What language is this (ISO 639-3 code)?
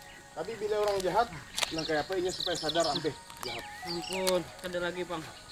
bjn